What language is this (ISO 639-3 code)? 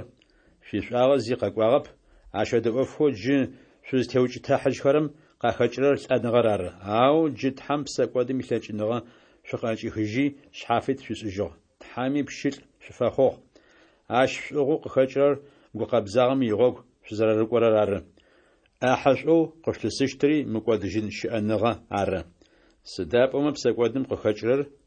ady